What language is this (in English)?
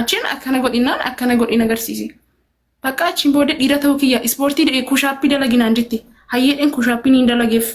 Oromo